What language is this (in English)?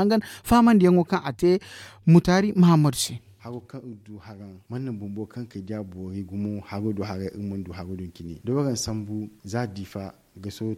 Zarma